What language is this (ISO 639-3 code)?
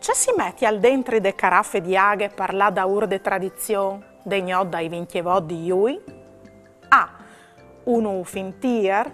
fur